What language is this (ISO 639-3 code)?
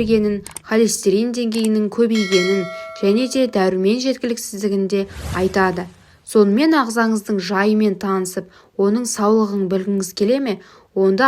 kaz